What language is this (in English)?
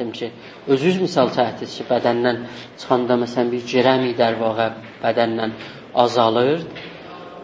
South Azerbaijani